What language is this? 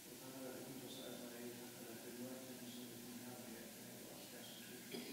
Faroese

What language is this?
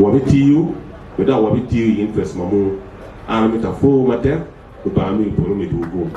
Acoli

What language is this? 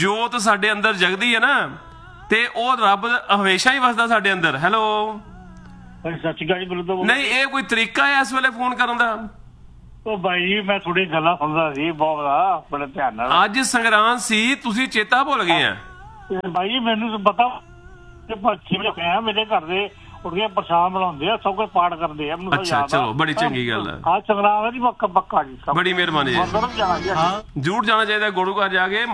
Punjabi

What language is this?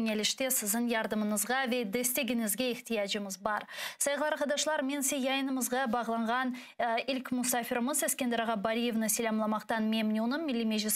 Crimean Tatar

